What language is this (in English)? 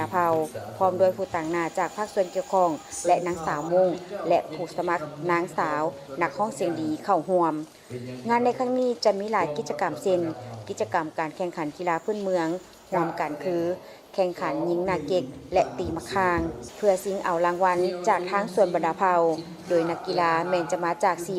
Lao